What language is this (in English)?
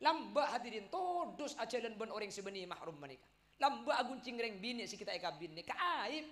Madurese